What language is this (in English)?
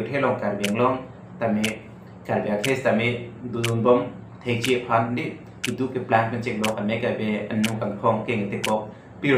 Karbi